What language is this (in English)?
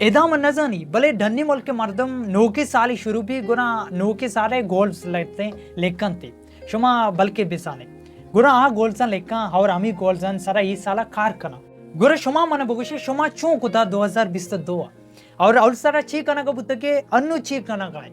Baluchi